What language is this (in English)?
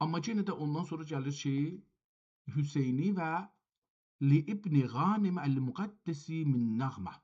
South Azerbaijani